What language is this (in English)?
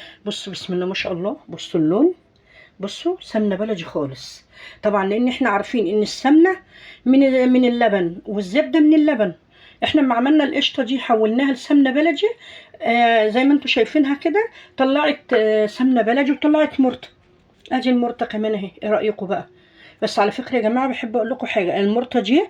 Egyptian Arabic